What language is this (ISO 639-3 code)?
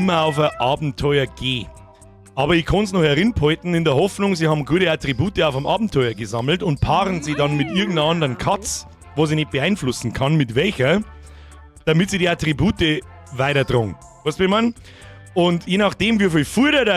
bar